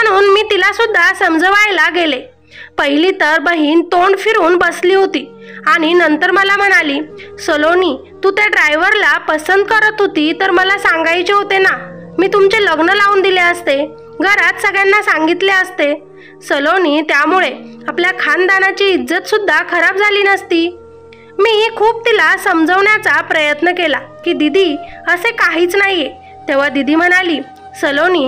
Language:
Marathi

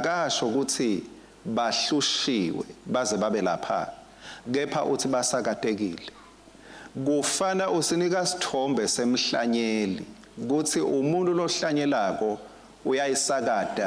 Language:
Swati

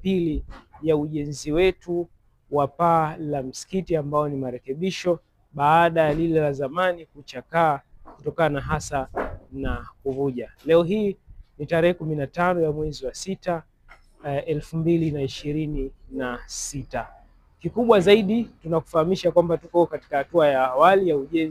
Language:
Swahili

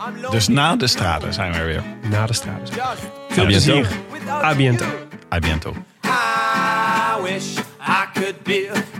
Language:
Dutch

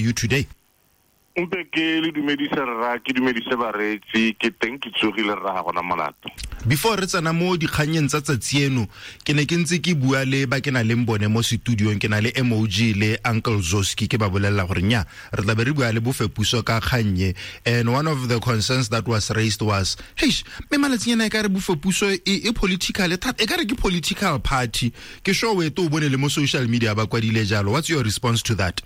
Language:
Tswana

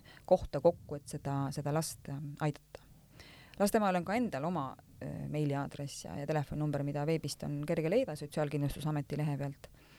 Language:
Estonian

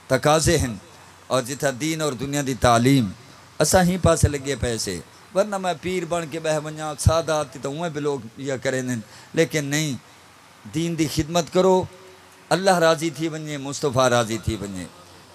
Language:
Saraiki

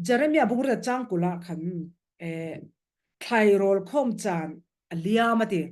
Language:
Falam Chin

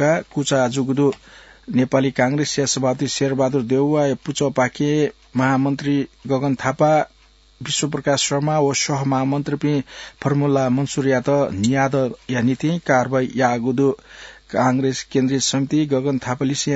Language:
Newari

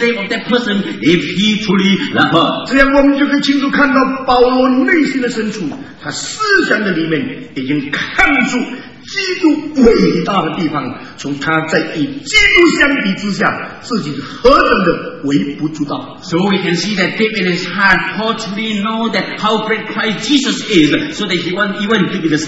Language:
Chinese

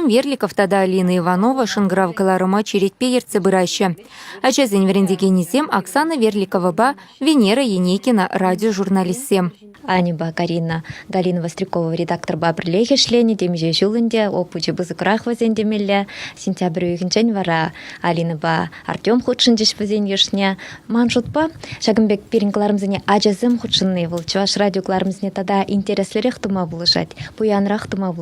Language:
Chuvash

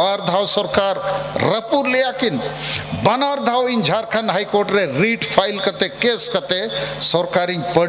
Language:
Santali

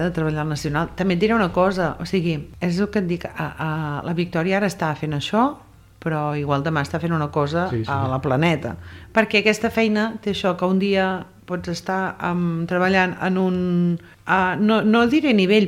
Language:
Catalan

